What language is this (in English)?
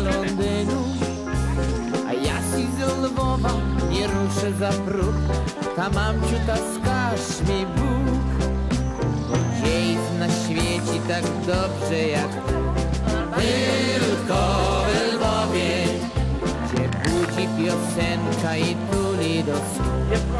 Polish